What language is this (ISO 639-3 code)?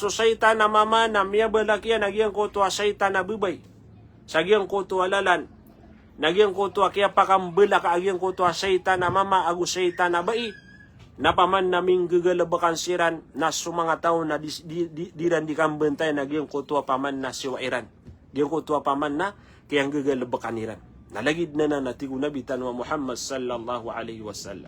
mrw